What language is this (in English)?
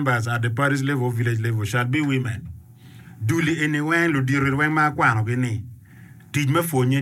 Acoli